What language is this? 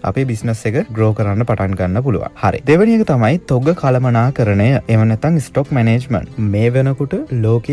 Sinhala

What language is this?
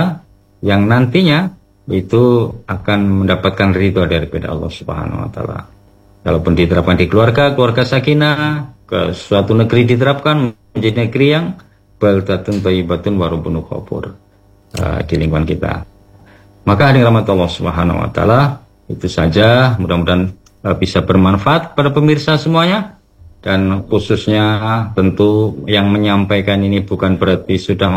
Indonesian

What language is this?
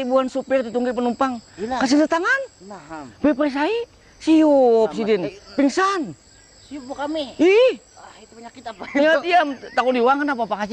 Banjar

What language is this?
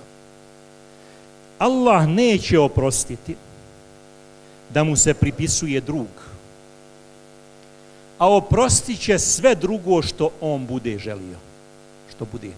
Bosnian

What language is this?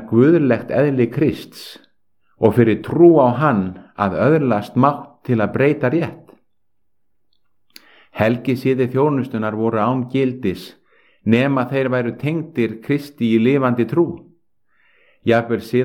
Icelandic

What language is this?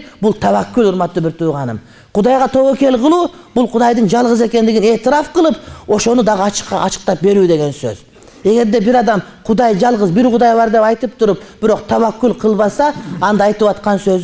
Kyrgyz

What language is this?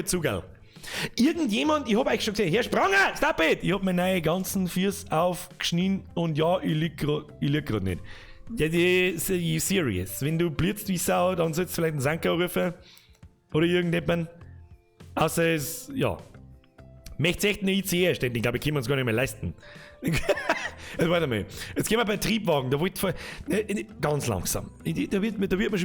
Bavarian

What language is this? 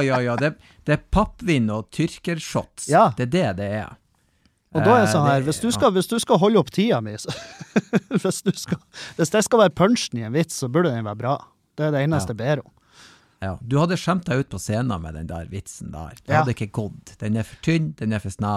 Norwegian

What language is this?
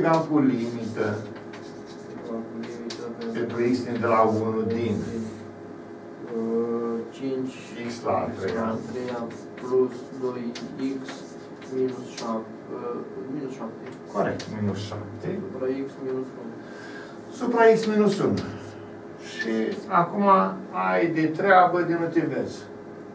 Romanian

